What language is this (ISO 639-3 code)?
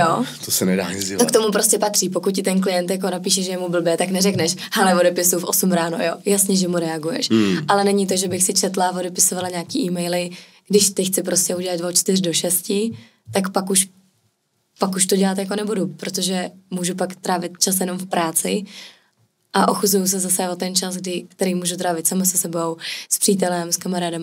ces